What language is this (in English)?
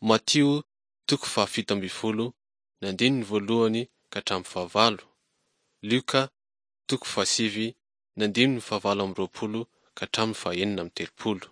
Malagasy